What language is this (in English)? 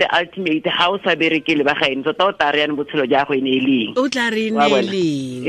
Tswana